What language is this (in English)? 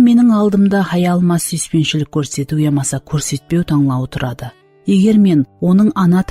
Kara-Kalpak